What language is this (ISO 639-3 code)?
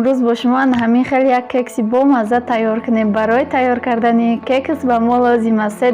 tgk